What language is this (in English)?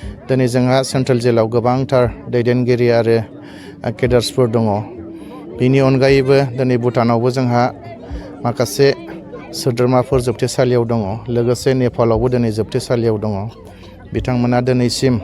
Bodo